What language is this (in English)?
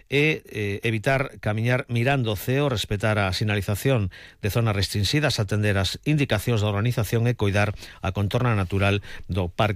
Galician